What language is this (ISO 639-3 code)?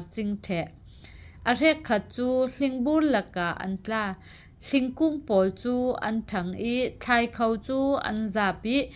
cfm